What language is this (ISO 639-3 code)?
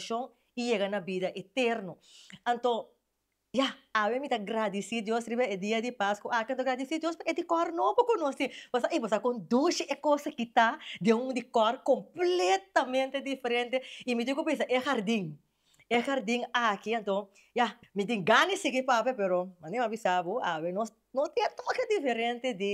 pap